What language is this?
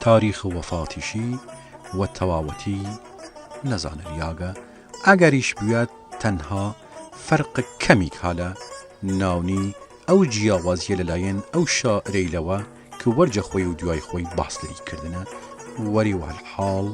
Southern Kurdish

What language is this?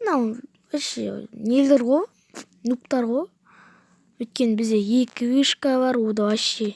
Kazakh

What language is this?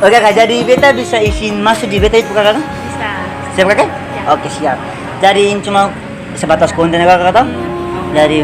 Ambonese Malay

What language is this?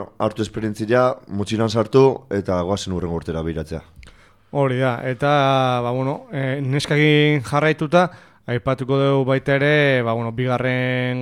Basque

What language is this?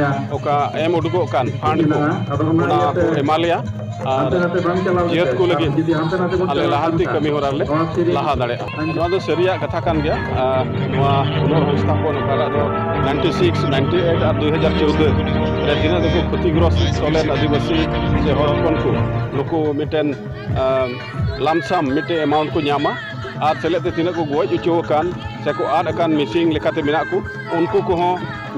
Santali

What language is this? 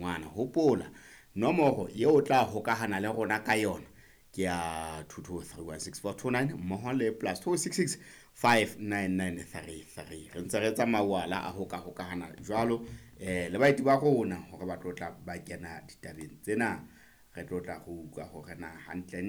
Southern Sotho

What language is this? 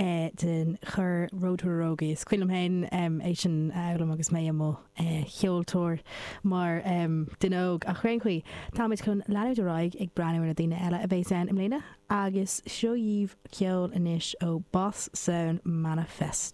Irish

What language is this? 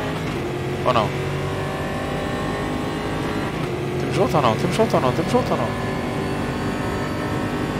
Portuguese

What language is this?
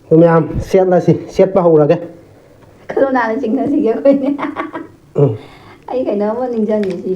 Manipuri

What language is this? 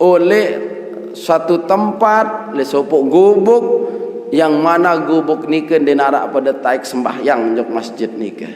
Sasak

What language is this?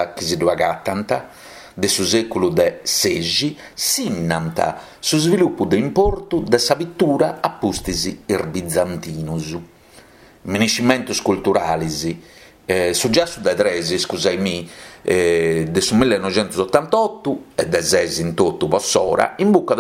Sardinian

